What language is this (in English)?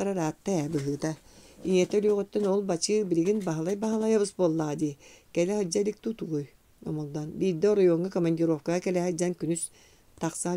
Yakut